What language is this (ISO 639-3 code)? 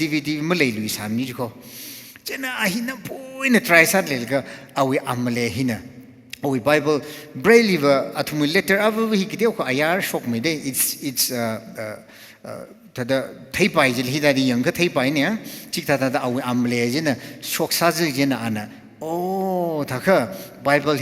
nmf